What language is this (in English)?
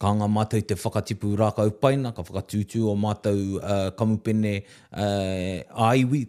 Māori